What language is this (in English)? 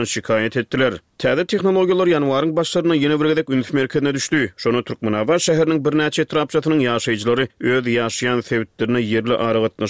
Turkmen